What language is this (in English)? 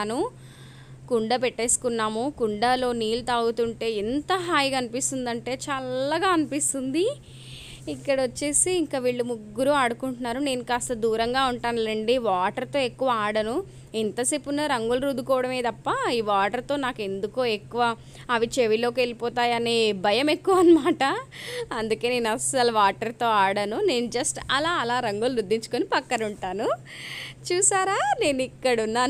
Telugu